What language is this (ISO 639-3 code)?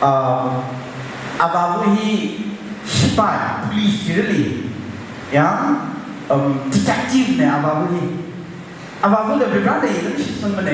nmf